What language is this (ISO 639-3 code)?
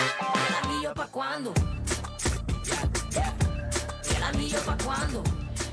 spa